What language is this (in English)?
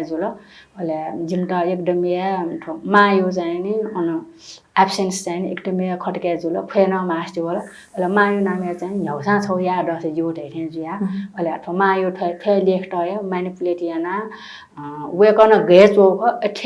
Newari